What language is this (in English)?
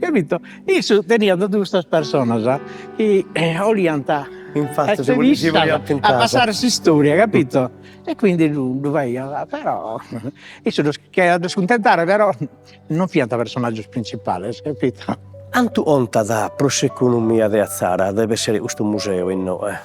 Sardinian